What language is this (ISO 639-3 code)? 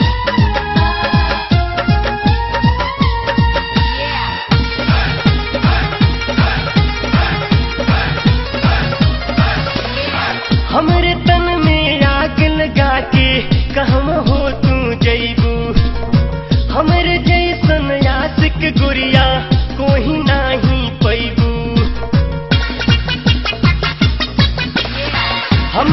bho